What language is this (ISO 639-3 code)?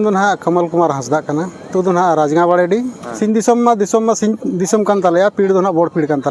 sat